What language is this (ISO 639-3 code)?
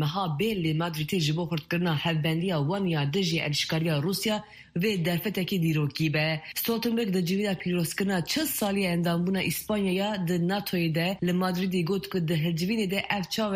kur